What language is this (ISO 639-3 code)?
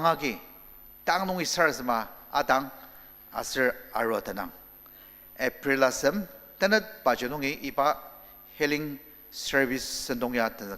njo